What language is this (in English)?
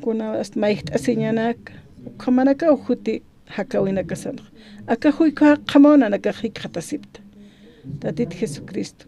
Aymara